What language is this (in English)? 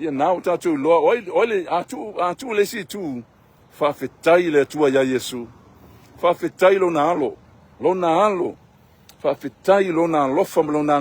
Samoan